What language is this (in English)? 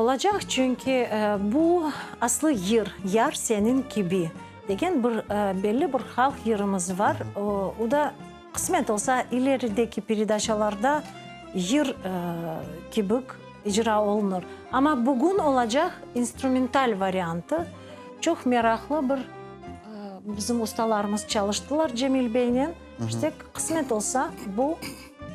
Crimean Tatar